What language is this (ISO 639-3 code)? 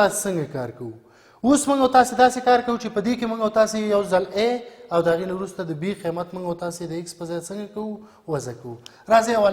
pus